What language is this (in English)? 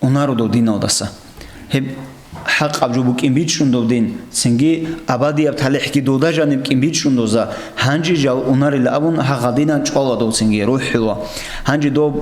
Avaric